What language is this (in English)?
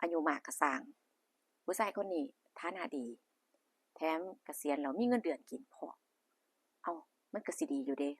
Northeastern Thai